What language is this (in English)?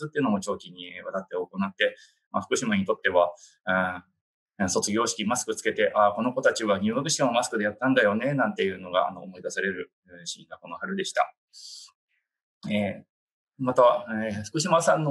Japanese